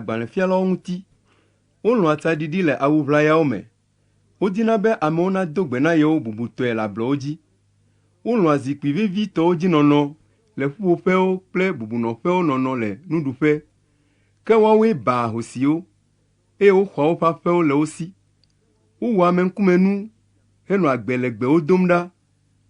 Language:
Ewe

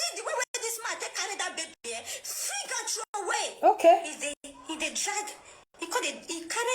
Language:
Nigerian Pidgin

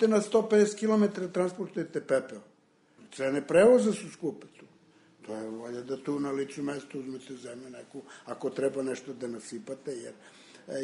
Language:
Serbian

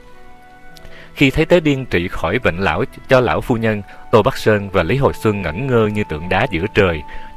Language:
Vietnamese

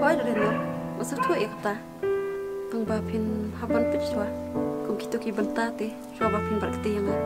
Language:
Khasi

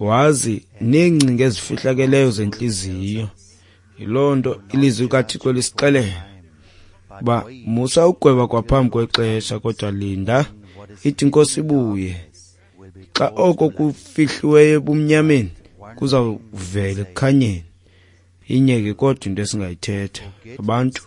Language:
Xhosa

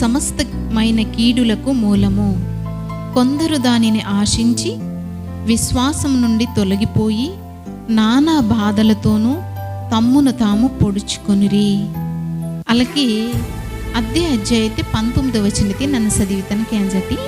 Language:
Koya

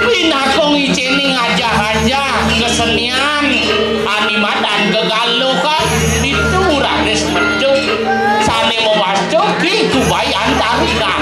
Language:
Balinese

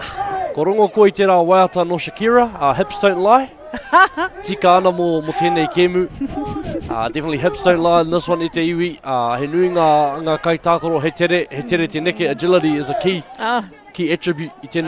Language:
Māori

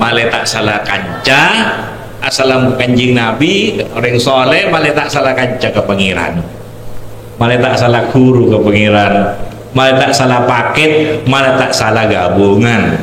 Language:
Madurese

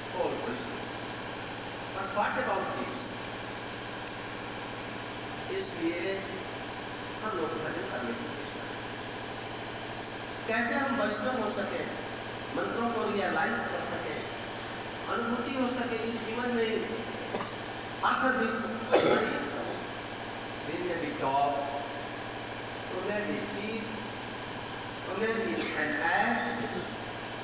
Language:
Hindi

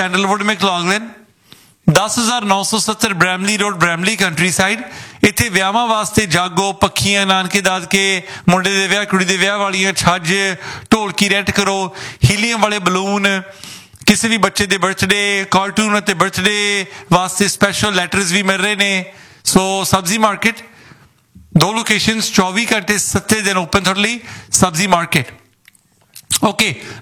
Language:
Punjabi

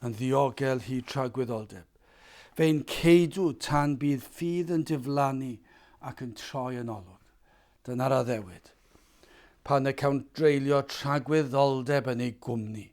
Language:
Welsh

